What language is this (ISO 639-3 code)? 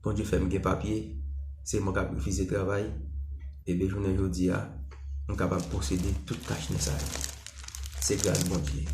hat